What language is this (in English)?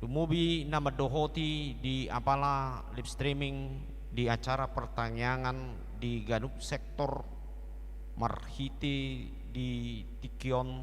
Batak Toba